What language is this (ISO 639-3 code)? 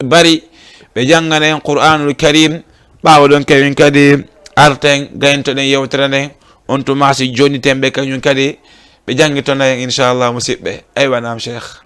ful